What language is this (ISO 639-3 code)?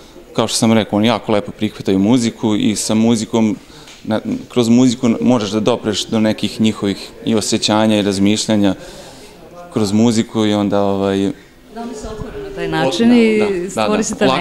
srp